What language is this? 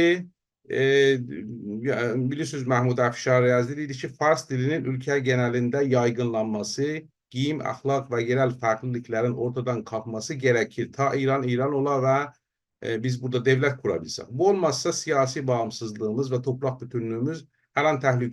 South Azerbaijani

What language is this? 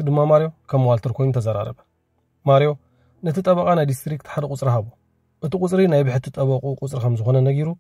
Tigrinya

